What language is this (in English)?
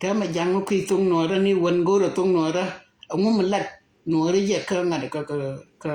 Nuer